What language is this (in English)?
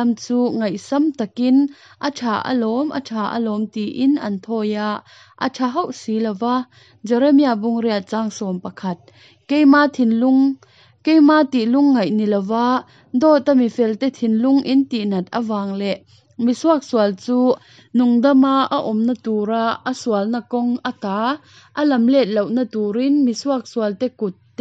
Hakha Chin